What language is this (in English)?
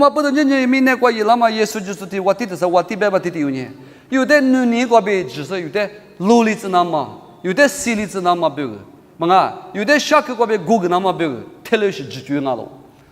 Lisu